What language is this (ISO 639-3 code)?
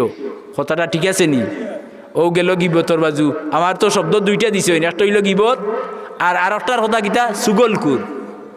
syl